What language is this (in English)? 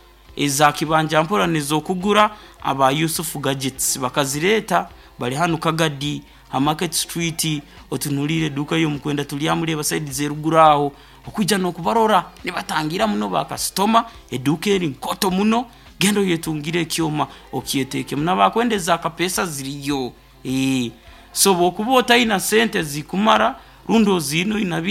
Nyoro